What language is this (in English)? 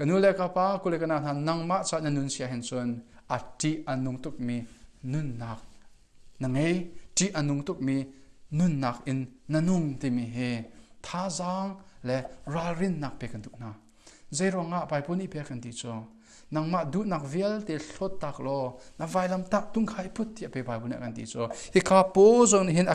Hakha Chin